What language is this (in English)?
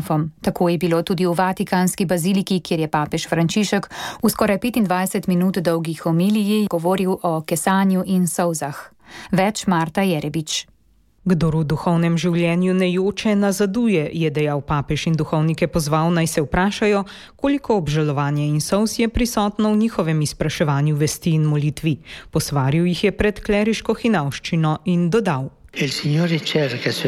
Slovenian